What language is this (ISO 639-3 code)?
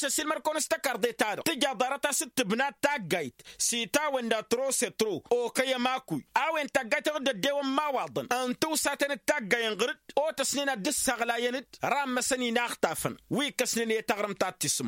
taq